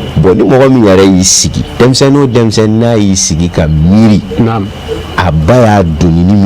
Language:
Bambara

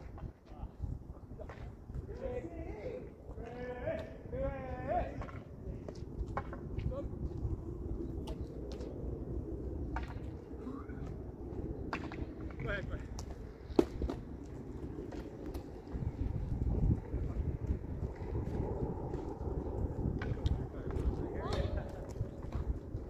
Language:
English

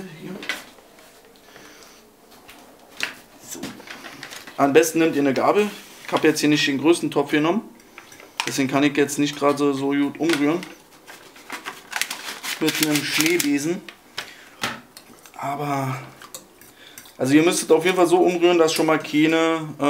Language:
German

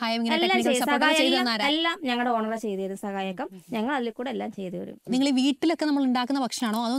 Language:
Malayalam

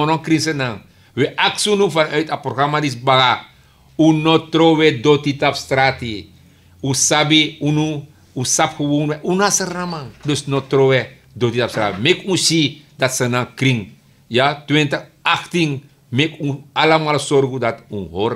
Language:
Sranan Tongo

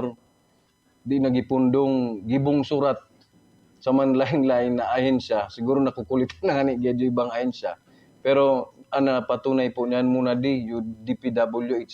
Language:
Buhi'non Bikol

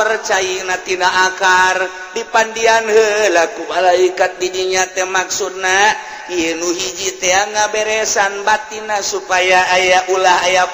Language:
Sundanese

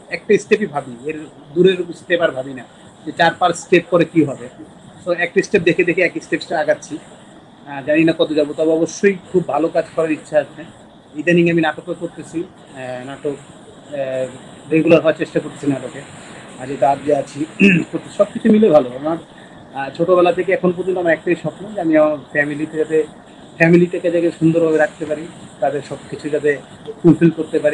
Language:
Bangla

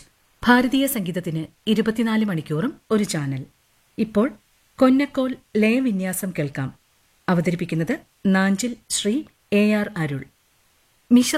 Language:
Malayalam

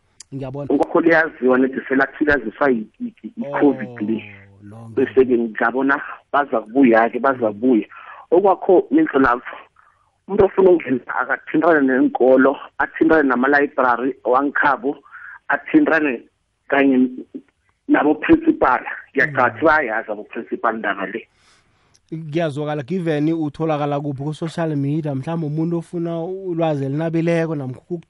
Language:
South Ndebele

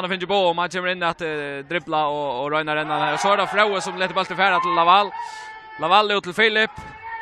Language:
Faroese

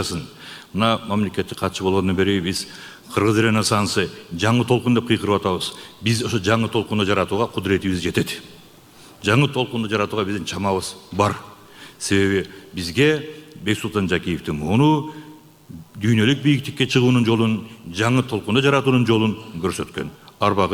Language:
Kyrgyz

